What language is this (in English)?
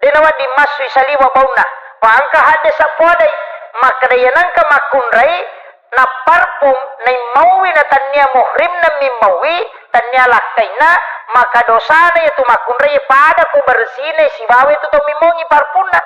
Buginese